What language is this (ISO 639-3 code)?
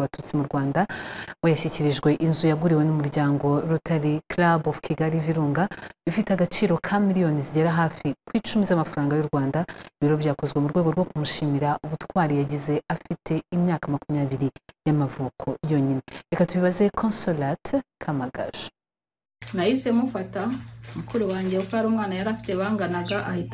kin